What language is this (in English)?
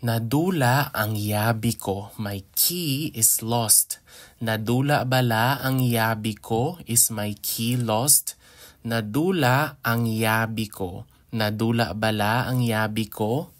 Hiligaynon